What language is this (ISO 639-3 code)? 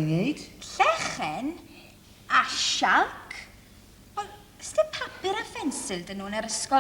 cym